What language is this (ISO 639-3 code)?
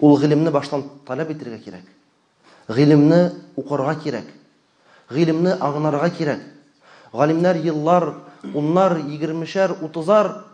tat